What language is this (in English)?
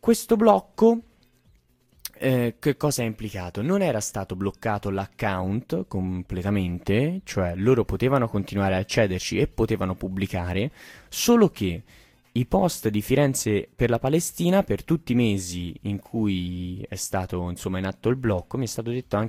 Italian